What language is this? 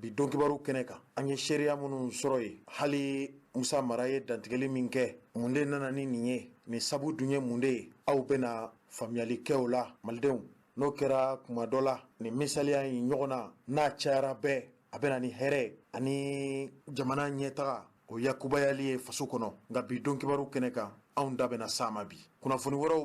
Bambara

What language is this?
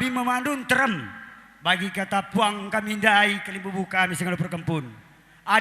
Batak Karo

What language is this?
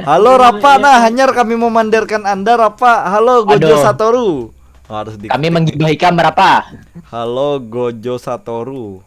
Banjar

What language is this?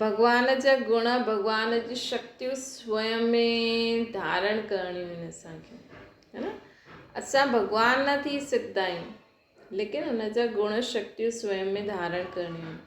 Sindhi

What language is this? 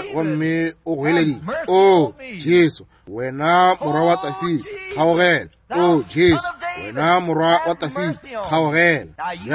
Northern Sotho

